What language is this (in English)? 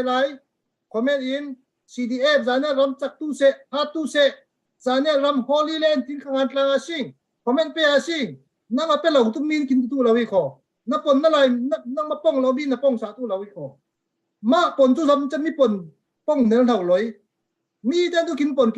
Falam Chin